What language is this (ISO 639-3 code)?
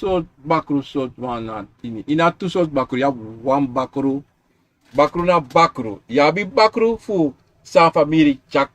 srn